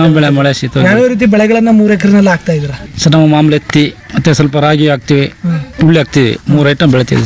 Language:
Kannada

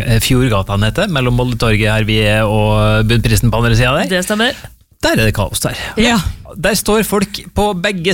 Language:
Norwegian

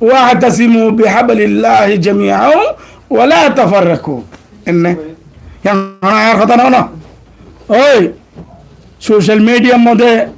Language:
Rohingya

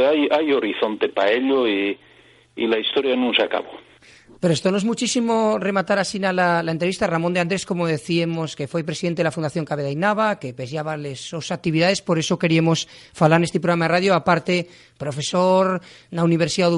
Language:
Asturian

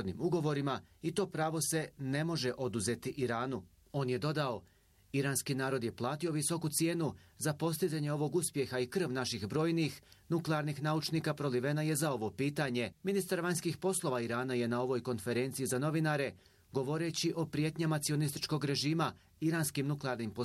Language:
Bosnian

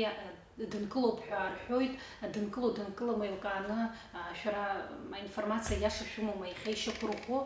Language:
Abkhazian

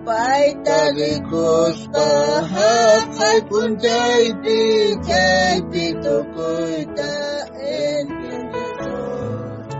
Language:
South Bolivian Quechua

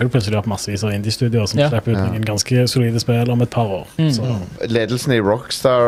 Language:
Norwegian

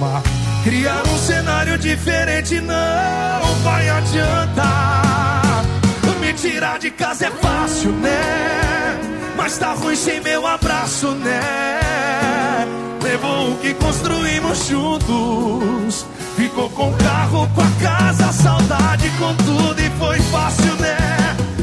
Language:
Portuguese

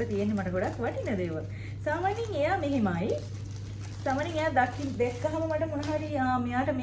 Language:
Sinhala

